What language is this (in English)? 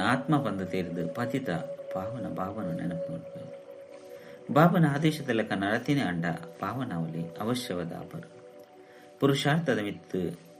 Tulu